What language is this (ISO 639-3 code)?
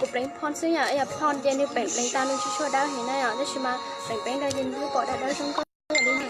hmn